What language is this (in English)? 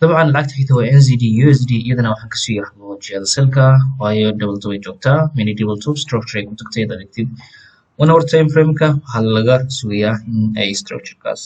Somali